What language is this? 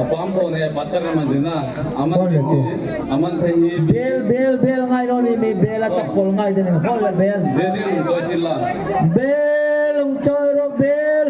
Hmar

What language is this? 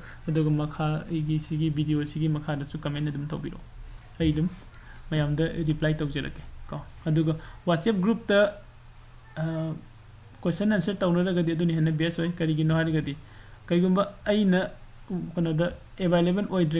Manipuri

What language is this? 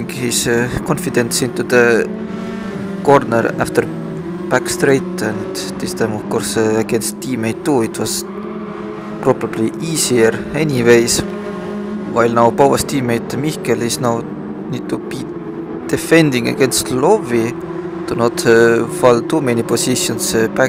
English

